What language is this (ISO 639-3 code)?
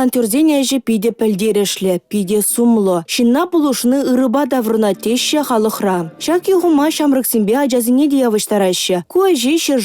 chv